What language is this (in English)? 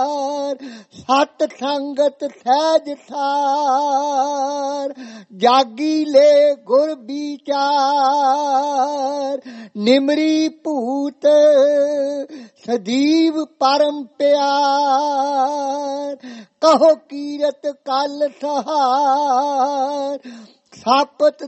Punjabi